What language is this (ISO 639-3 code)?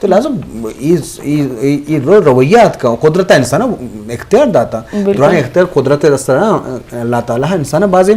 bgp